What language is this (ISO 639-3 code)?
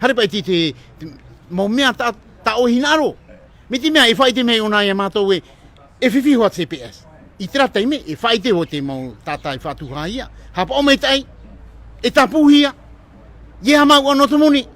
tah